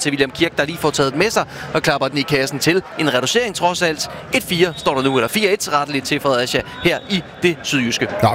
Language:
Danish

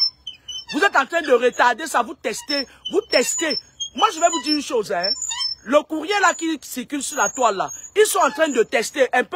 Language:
French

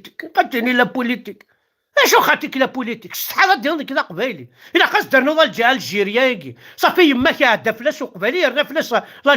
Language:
Kabyle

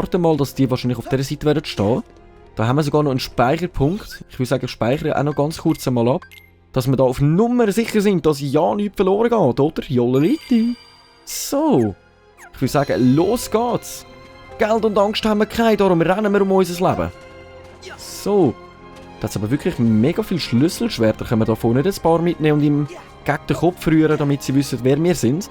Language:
Swiss German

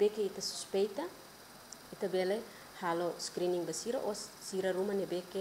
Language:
Tetum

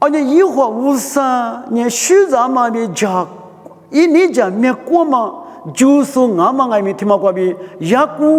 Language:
Lisu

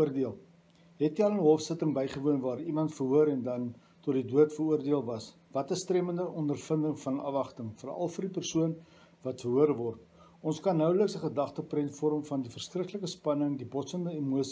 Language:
Afrikaans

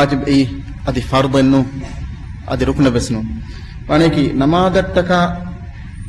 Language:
Divehi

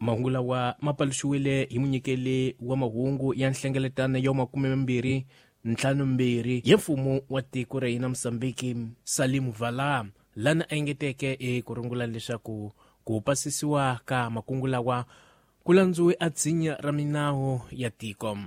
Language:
Tsonga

